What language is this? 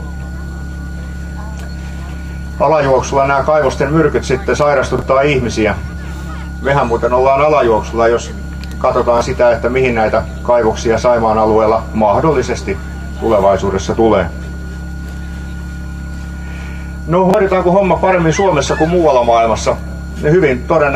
Finnish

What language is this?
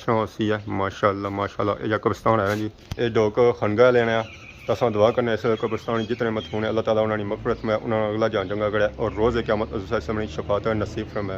Pahari-Potwari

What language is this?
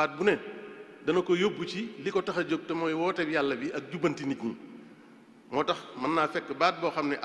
Wolof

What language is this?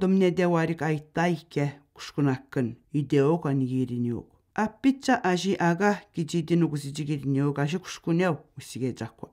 Atikamekw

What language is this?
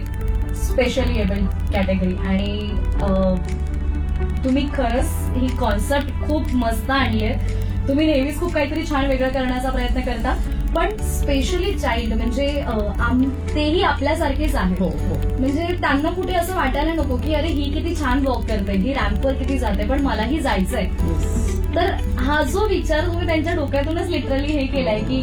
Marathi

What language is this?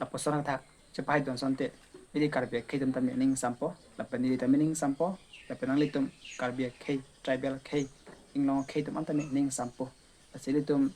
Karbi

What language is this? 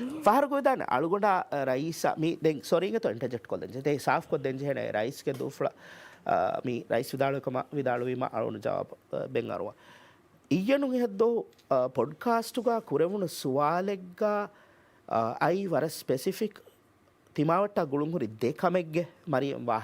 Divehi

